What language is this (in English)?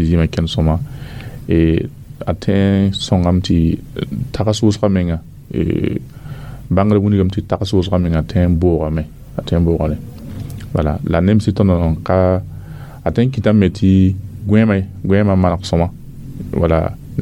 Mossi